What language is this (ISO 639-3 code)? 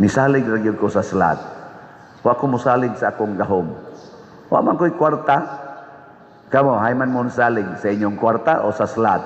ceb